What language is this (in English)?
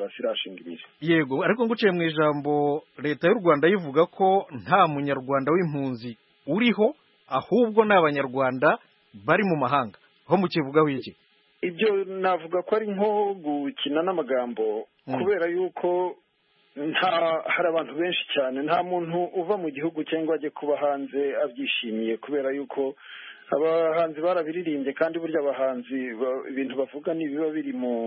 Kinyarwanda